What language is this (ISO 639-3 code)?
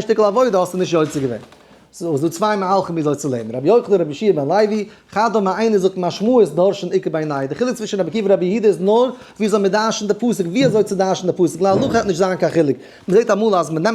yid